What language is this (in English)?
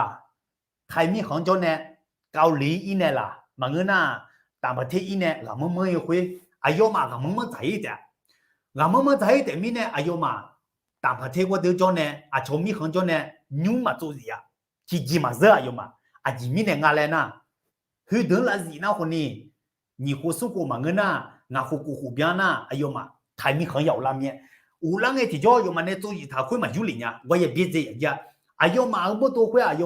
Akha